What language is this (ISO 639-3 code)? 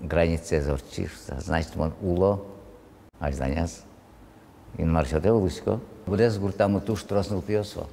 udm